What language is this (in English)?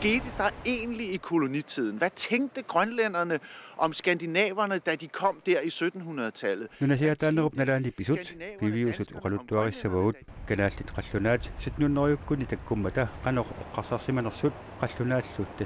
Kalaallisut